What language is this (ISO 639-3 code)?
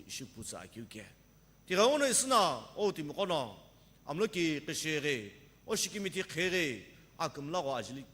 nsm